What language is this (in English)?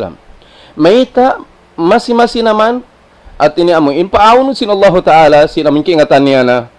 Tausug